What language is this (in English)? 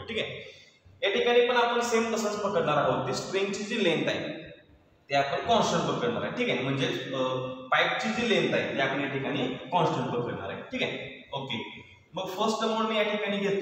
Marathi